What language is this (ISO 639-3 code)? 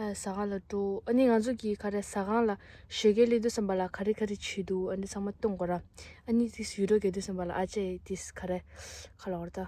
bod